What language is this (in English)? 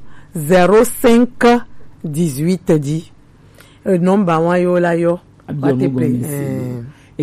Gen